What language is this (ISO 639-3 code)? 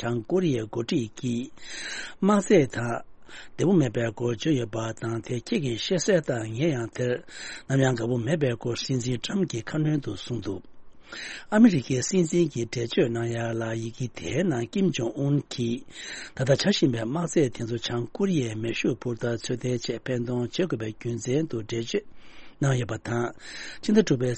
bod